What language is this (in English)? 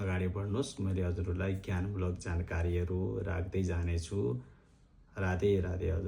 Nepali